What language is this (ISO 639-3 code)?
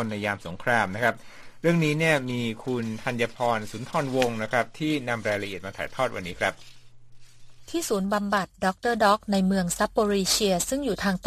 tha